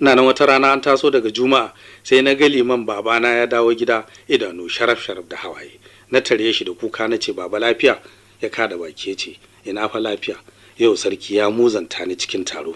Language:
Hausa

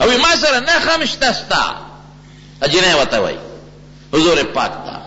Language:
Pashto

